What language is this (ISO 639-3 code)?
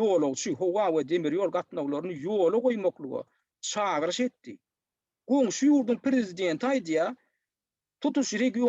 tuk